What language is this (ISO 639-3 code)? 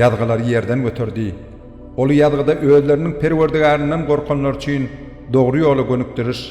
tuk